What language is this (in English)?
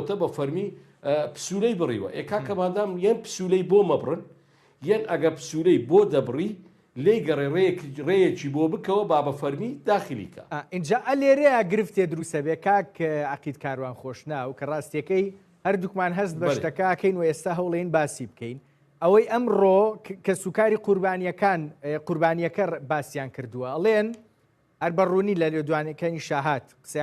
Central Kurdish